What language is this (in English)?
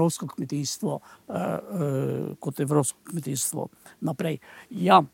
Slovenian